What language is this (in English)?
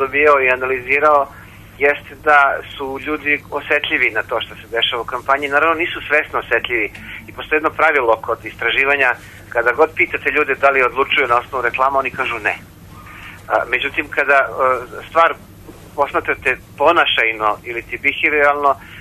Serbian